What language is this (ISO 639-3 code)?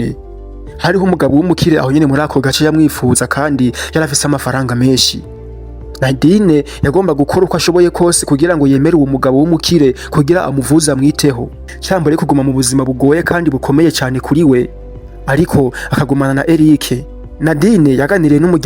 run